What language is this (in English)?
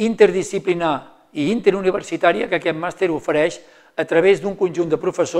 Catalan